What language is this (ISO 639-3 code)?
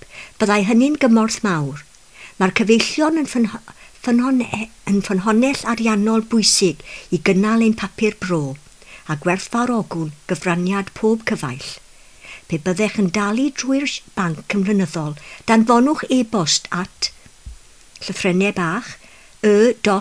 cym